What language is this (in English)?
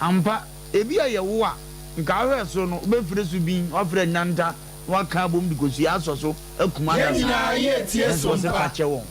Akan